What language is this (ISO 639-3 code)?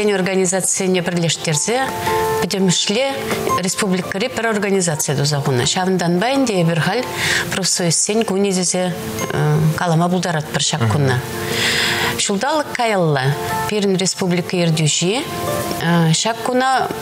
chv